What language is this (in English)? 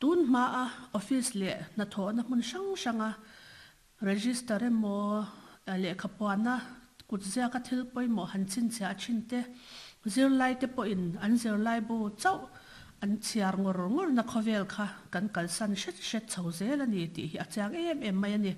Mizo